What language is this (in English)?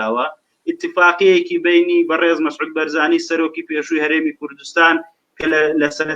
Central Kurdish